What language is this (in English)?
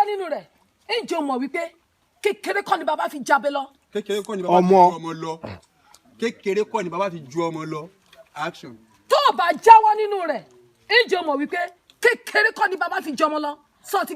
Yoruba